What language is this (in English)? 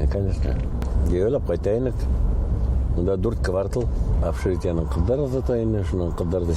Bashkir